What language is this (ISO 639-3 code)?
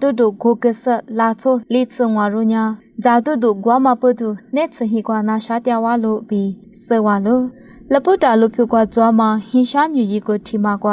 lis